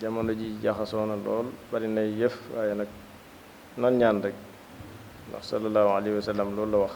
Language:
Wolof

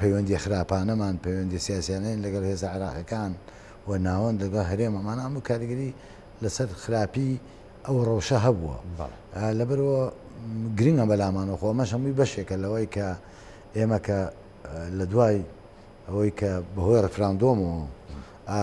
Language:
Central Kurdish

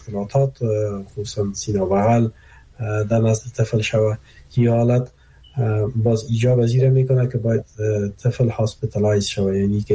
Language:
Persian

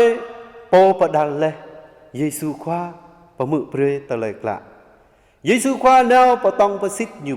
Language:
Jarai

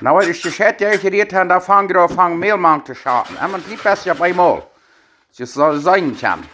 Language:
Plautdietsch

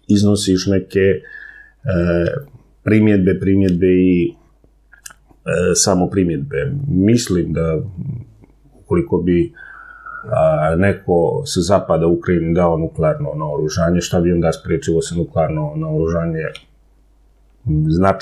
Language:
Serbian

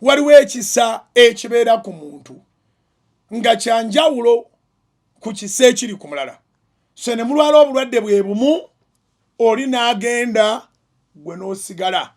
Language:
Ganda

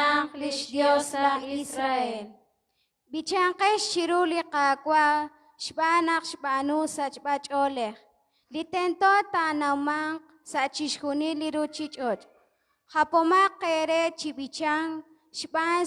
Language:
Kekchí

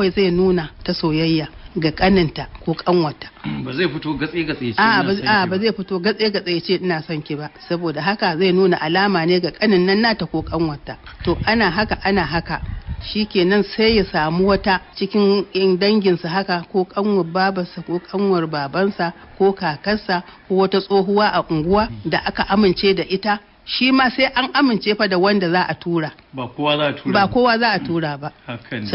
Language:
Hausa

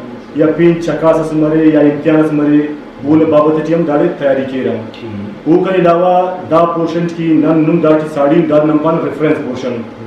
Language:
Brahui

